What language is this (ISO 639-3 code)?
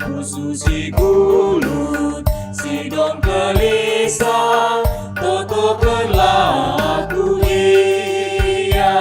btx